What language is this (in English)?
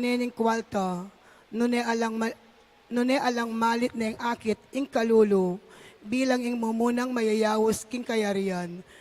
Pampanga